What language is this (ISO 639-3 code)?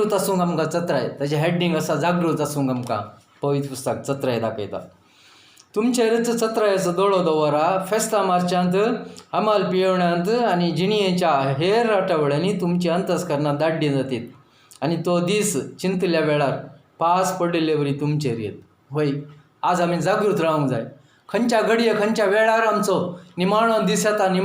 kok